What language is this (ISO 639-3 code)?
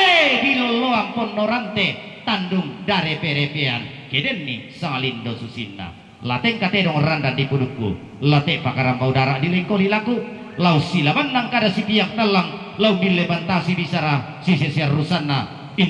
sda